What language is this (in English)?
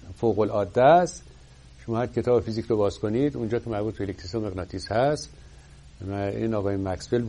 Persian